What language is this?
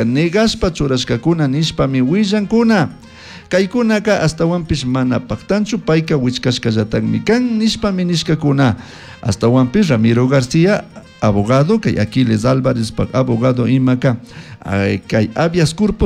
Chimborazo Highland Quichua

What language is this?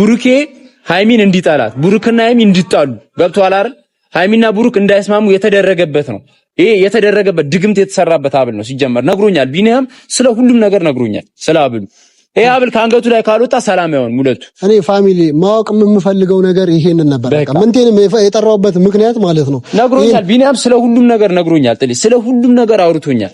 Amharic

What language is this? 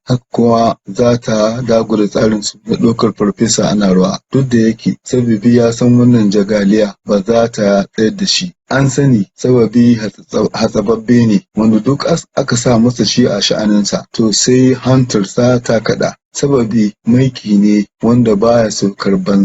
Hausa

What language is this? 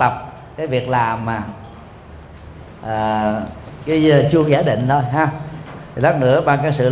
Vietnamese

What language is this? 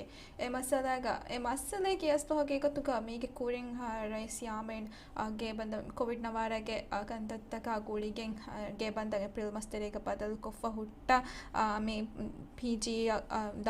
Divehi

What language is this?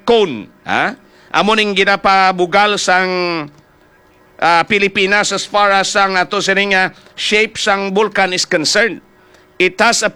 Hiligaynon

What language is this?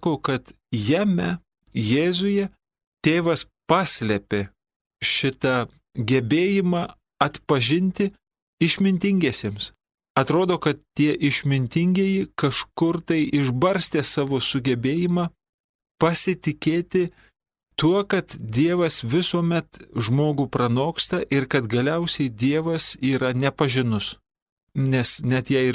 Lithuanian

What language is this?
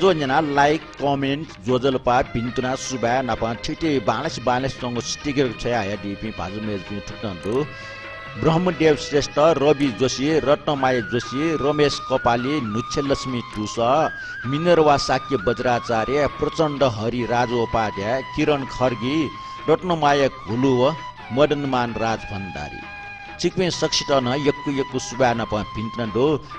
Newari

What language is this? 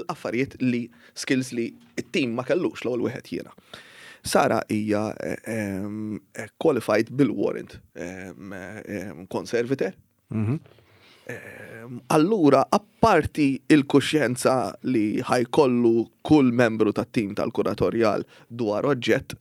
Maltese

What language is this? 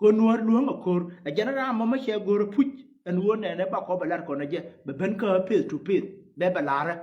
Nuer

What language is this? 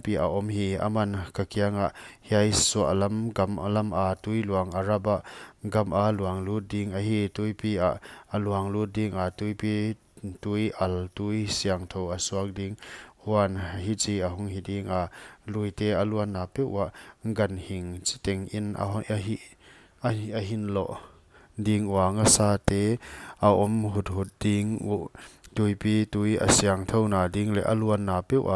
Paite Chin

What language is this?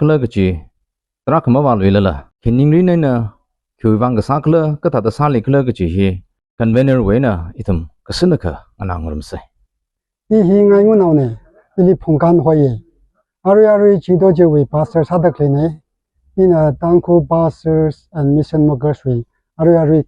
Tangkhul Naga (India)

